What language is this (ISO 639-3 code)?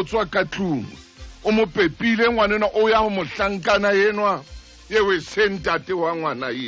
sot